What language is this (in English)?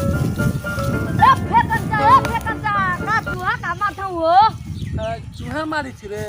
Magahi